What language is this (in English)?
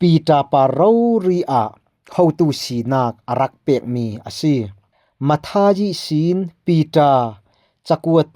Falam Chin